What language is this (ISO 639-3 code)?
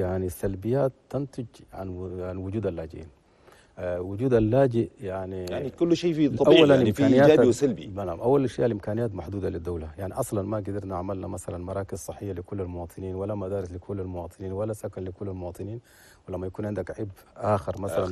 shu